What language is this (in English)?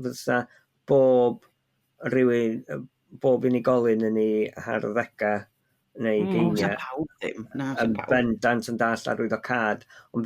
Welsh